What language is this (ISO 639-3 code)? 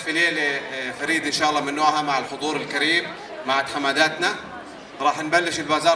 apc